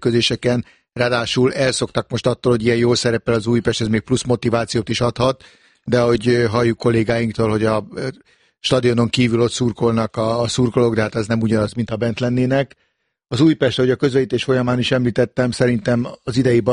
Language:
Hungarian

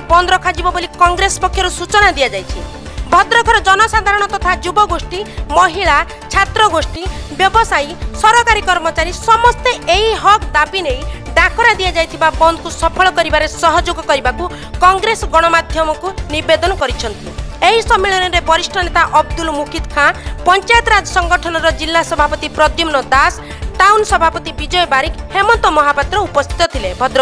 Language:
Odia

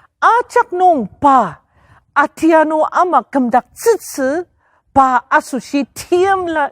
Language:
Ao Naga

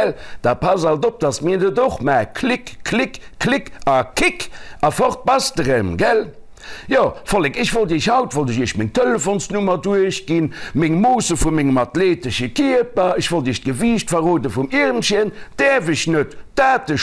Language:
Luxembourgish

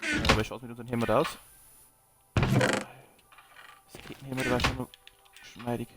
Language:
Bavarian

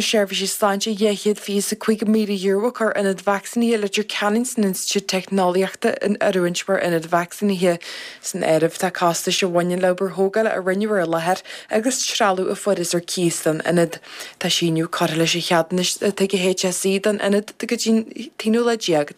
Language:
Irish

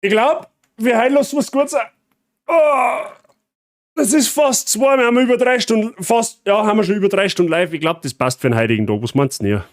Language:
Bavarian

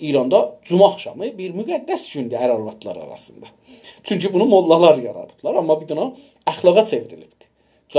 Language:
South Azerbaijani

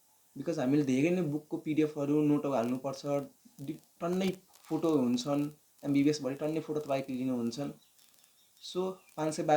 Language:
Nepali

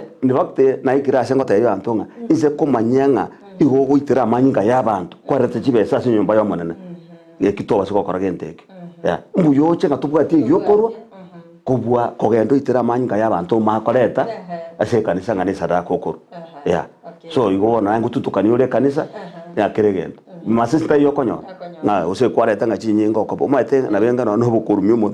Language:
Gusii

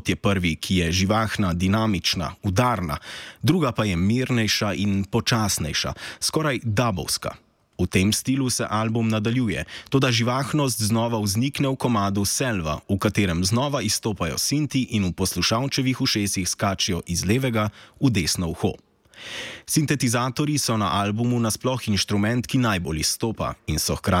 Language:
Slovenian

